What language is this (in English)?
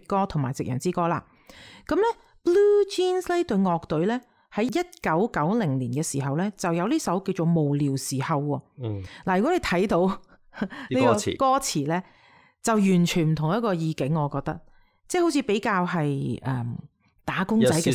Cantonese